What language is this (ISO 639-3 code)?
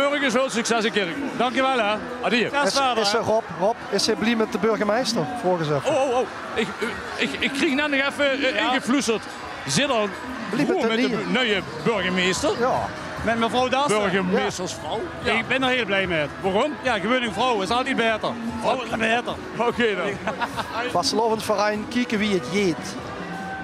lim